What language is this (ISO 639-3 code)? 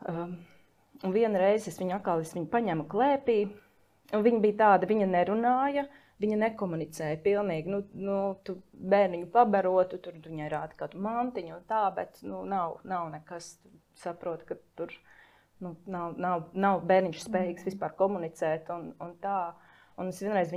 lav